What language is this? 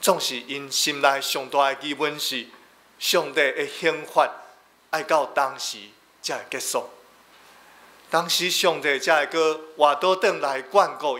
Min Nan Chinese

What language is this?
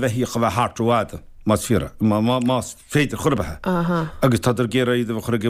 Irish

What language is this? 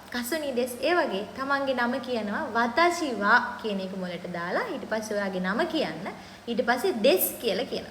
Sinhala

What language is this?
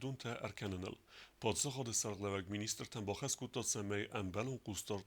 Ossetic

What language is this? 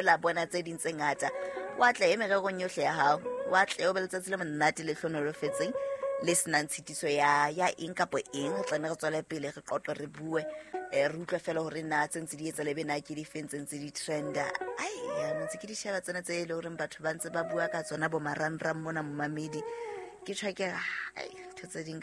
Southern Sotho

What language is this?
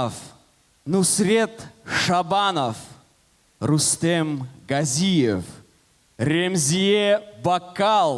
Crimean Tatar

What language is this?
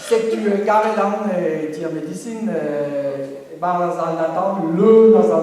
Breton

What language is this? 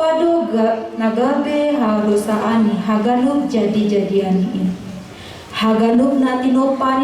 Batak Simalungun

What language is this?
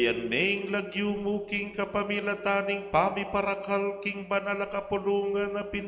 Pampanga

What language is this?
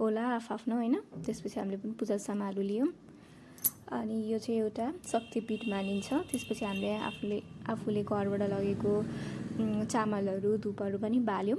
Nepali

